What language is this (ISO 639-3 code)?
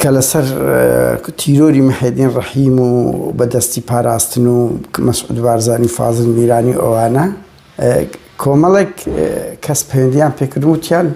ckb